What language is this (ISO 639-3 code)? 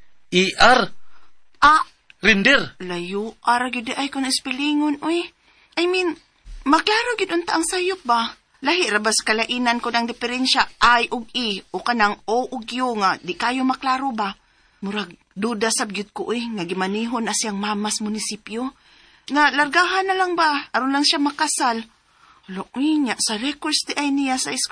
ceb